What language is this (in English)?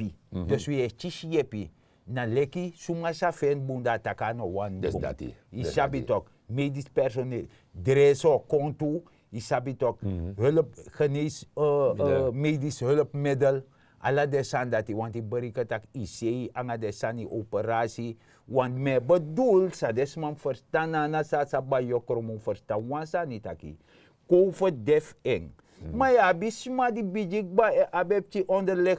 Sranan Tongo